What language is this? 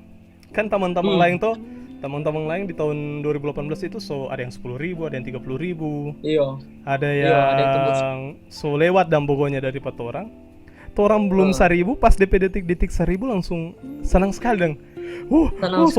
Manado Malay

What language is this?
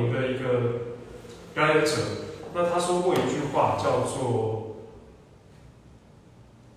Chinese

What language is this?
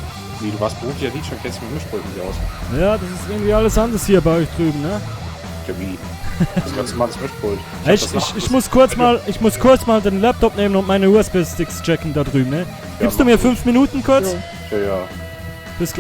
Swiss German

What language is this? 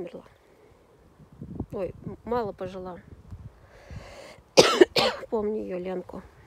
Russian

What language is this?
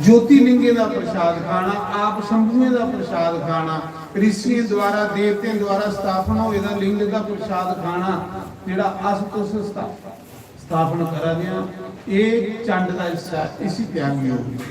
Dogri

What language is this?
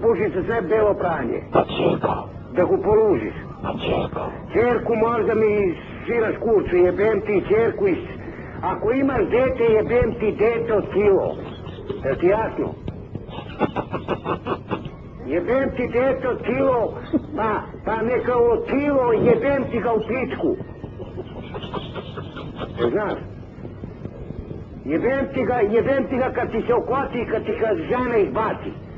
Serbian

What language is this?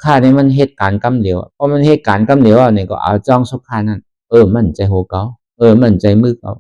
Shan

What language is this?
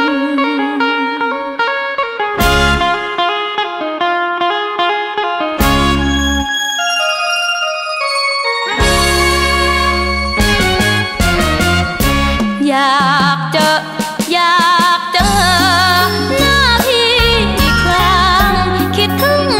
Thai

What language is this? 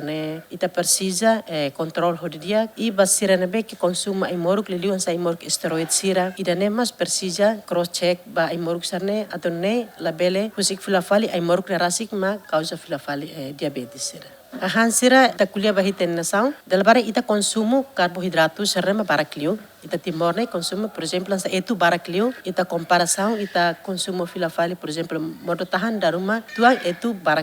Tetum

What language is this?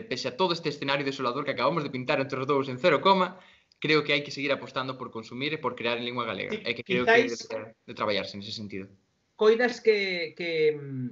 Galician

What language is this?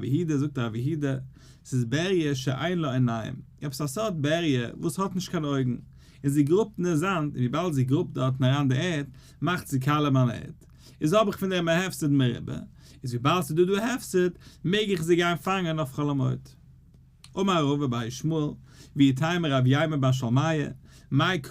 Yiddish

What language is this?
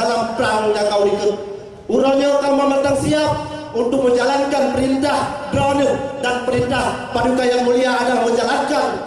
Achinese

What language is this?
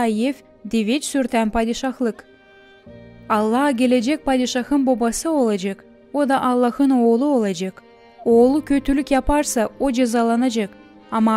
Gagauz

